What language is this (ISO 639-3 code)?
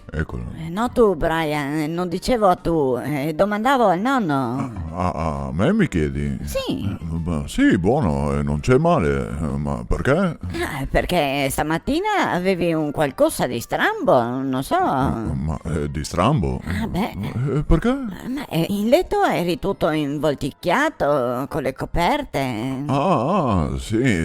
vec